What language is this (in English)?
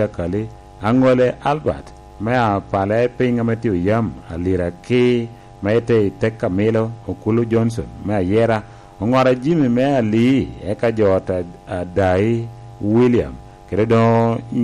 Lango (Uganda)